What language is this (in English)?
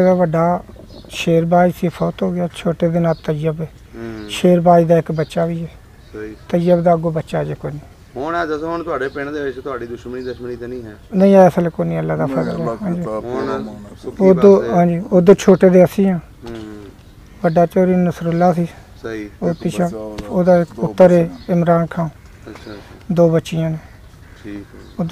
Punjabi